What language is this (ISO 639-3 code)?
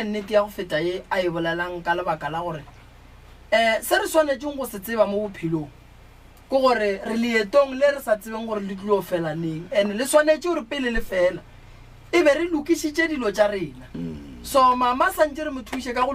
nso